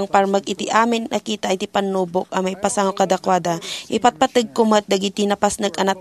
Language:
Iloko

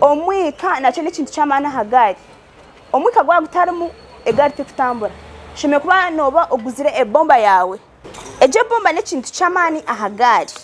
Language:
Nyankole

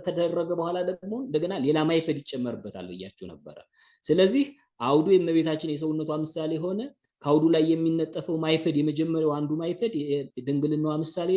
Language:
Amharic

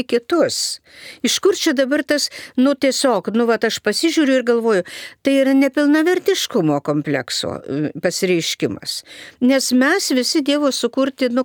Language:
Lithuanian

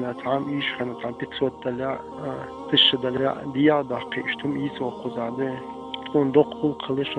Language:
Chechen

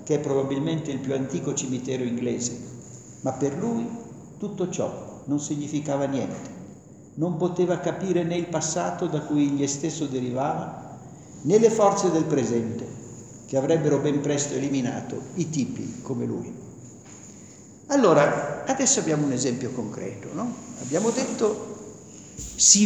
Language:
Italian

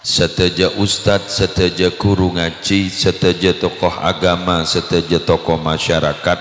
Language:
Madurese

